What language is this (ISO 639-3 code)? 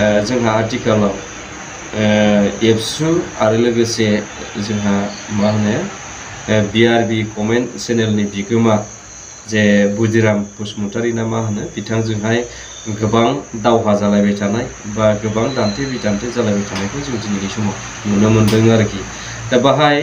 brx